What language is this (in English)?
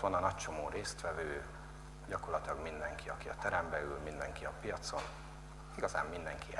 Hungarian